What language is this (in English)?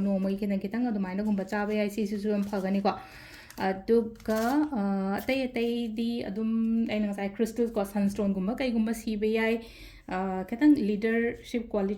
Manipuri